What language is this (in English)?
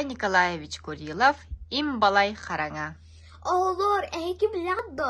Yakut